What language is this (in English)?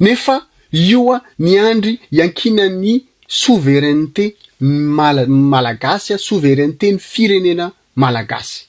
Malagasy